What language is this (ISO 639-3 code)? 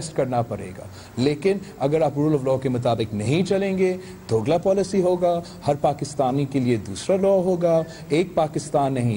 urd